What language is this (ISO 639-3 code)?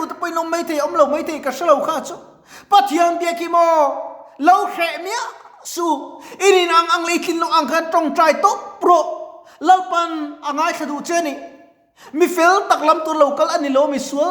lus